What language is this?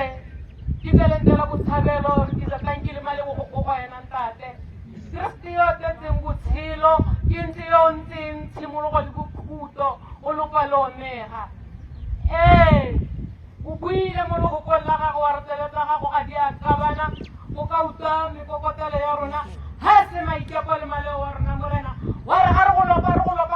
Tswana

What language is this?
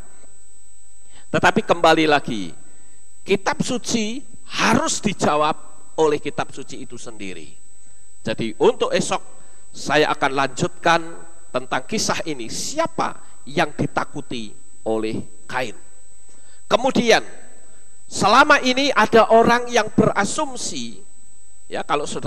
Indonesian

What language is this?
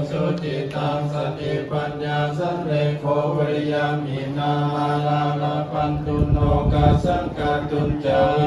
Pali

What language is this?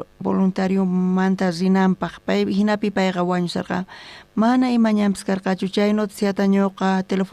South Bolivian Quechua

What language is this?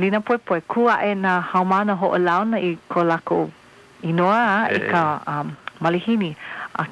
Hawaiian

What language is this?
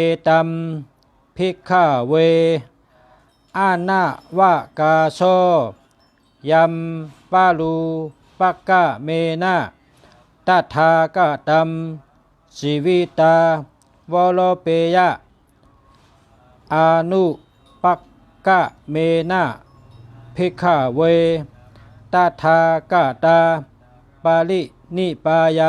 Shan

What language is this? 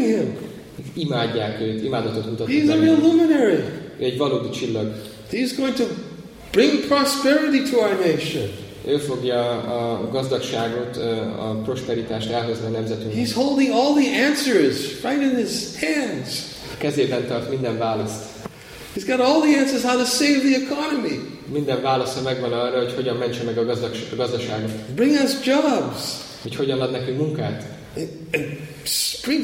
Hungarian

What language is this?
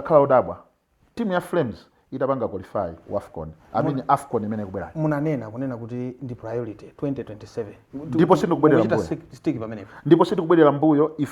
Nyanja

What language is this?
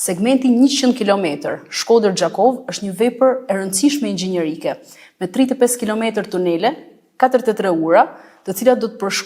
Albanian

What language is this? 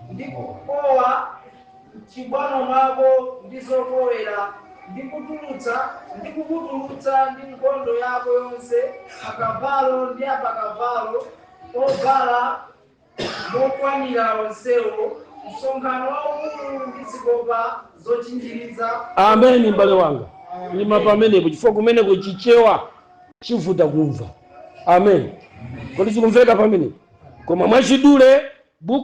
Nyanja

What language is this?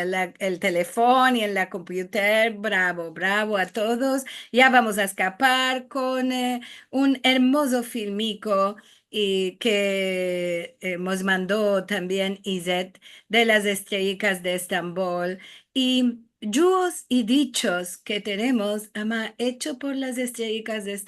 Ladino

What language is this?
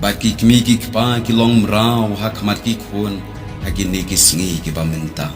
Khasi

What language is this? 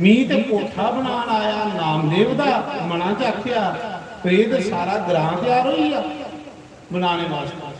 Dogri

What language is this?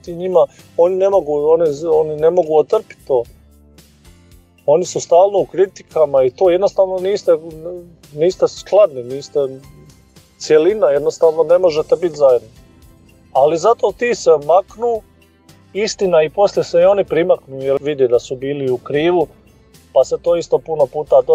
Croatian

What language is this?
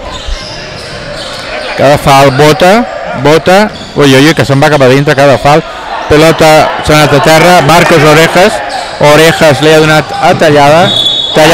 Catalan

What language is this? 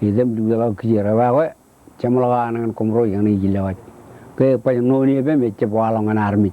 Marshallese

